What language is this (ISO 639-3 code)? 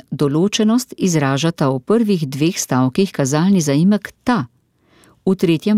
slv